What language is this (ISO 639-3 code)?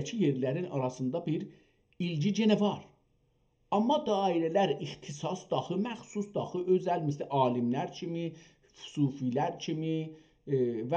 azb